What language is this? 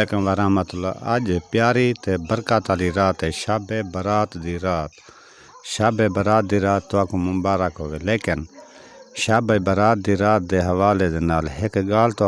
Saraiki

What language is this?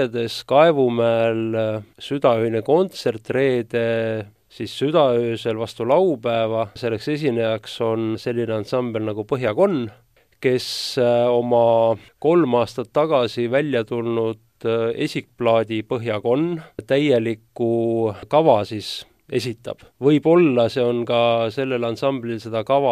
Estonian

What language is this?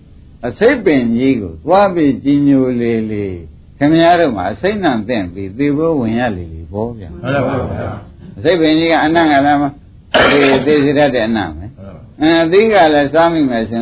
Burmese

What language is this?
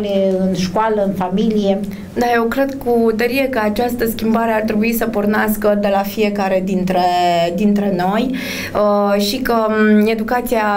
Romanian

